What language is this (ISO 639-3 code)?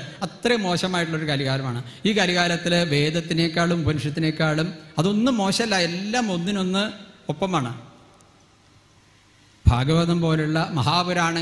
mal